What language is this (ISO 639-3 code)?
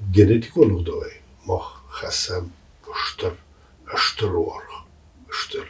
oss